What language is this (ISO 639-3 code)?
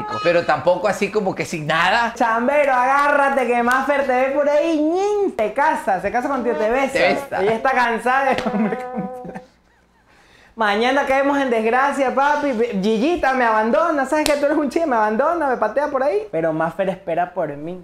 spa